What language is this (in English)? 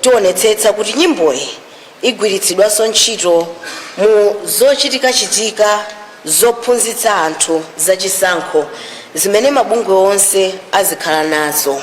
Nyanja